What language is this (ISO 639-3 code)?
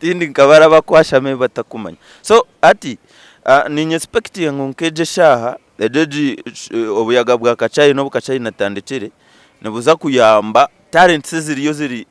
nyn